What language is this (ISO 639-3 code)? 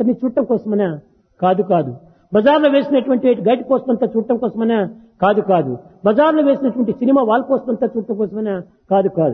tel